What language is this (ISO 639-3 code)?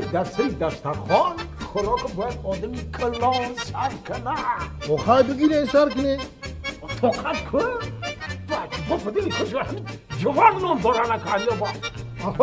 tgk